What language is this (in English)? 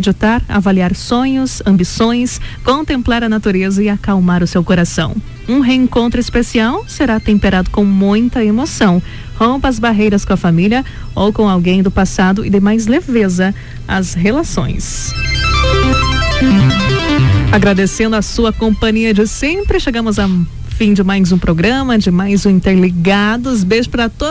Portuguese